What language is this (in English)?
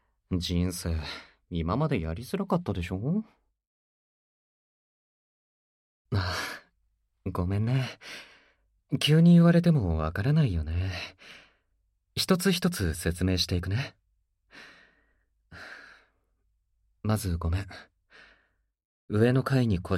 Japanese